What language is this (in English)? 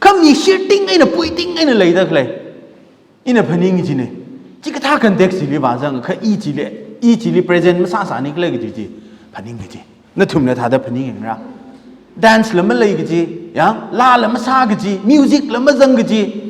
Tangkhul Naga (India)